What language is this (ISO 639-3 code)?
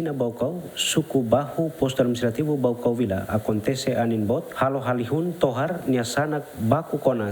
tet